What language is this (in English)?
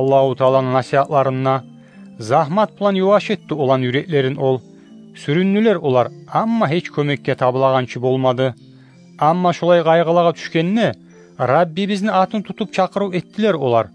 Kumyk